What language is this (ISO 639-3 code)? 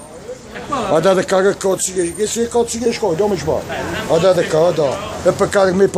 nap